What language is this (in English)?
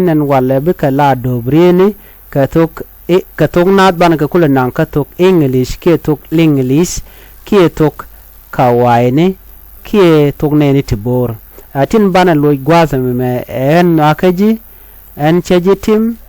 Nuer